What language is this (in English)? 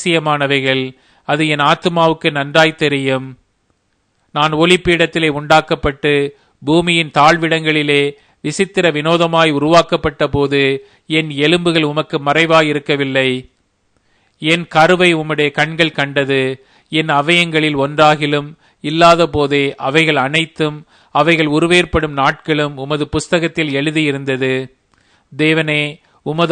Tamil